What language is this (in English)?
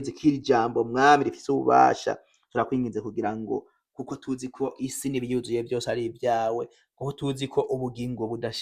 Rundi